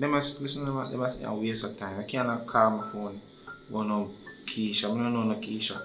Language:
Jamaican Creole English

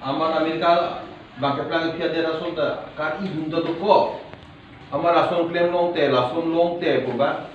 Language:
Karbi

